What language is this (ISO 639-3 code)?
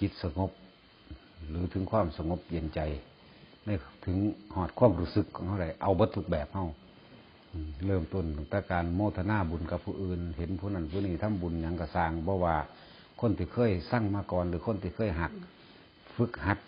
tts